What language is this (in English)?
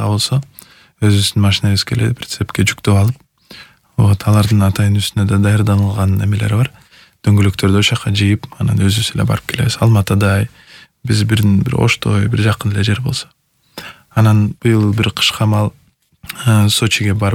Kyrgyz